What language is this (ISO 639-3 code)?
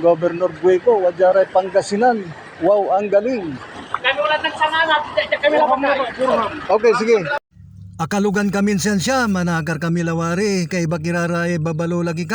pag